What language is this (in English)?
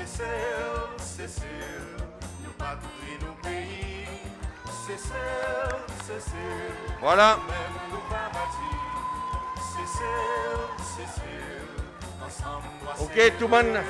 Seselwa Creole French